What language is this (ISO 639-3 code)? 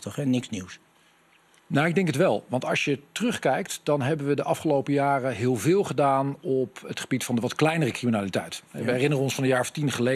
nld